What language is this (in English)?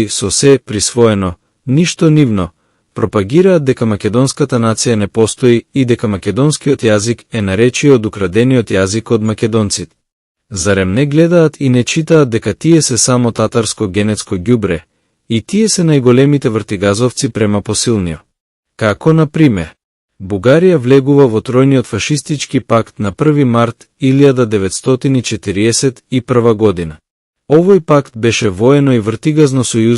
Macedonian